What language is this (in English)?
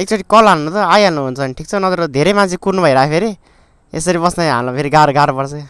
Nepali